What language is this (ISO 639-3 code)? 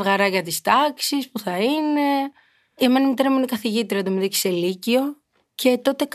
ell